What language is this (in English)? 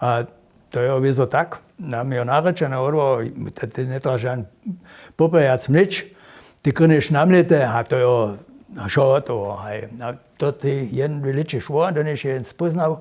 Upper Sorbian